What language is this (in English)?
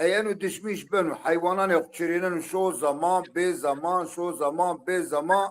Zaza